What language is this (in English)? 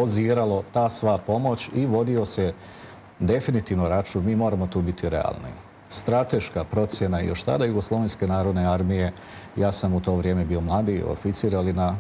Serbian